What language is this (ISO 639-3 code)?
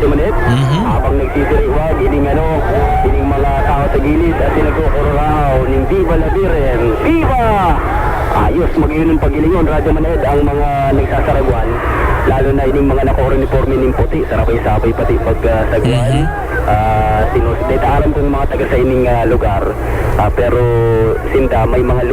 bik